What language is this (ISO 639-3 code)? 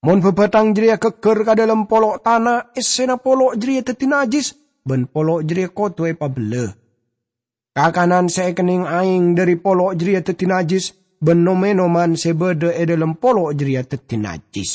mad